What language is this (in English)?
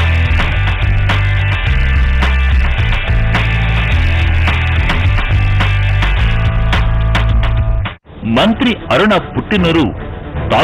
Telugu